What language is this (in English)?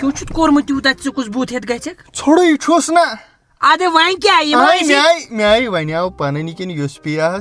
Kashmiri